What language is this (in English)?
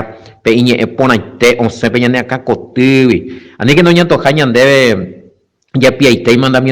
Guarani